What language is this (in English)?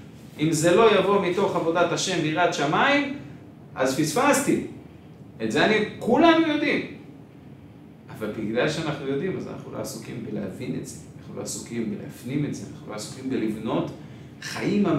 Hebrew